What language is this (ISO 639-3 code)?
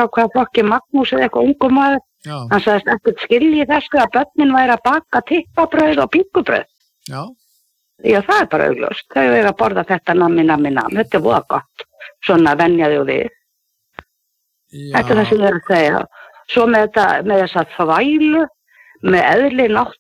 isl